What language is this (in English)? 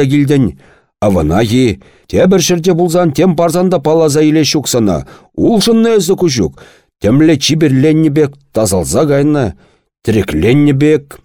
Chuvash